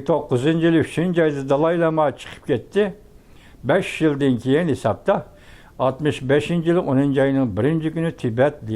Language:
Uyghur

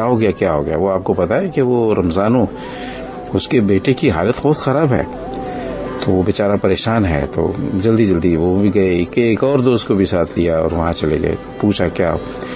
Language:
Urdu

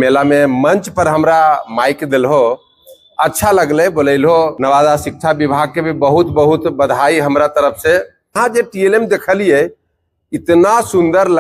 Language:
Magahi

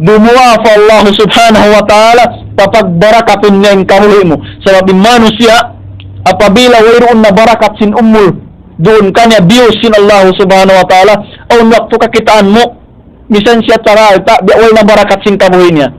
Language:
Tausug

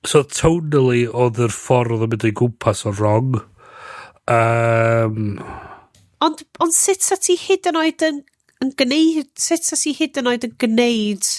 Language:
Welsh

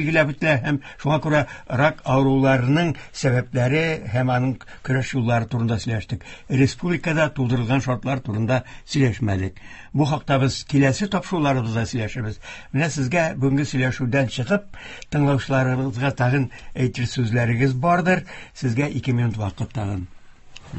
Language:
Tatar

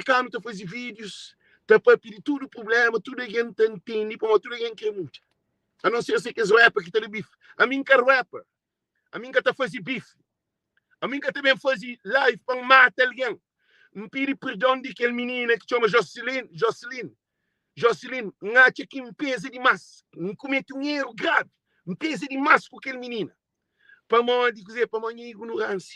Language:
Kabuverdianu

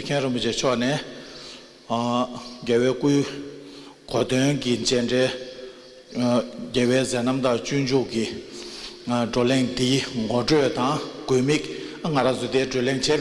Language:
Tibetan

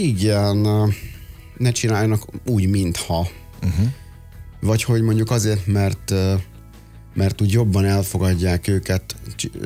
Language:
Hungarian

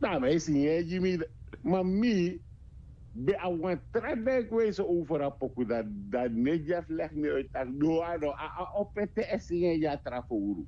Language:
Sranan Tongo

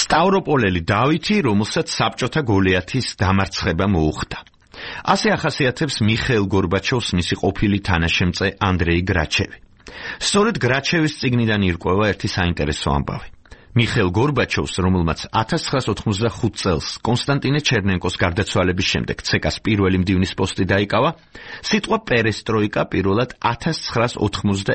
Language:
Georgian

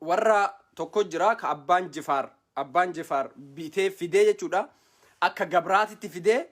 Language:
Oromo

